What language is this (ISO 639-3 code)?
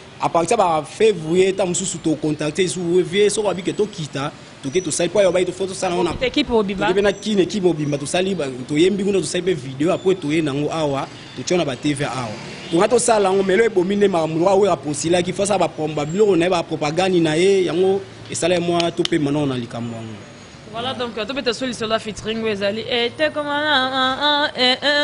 lin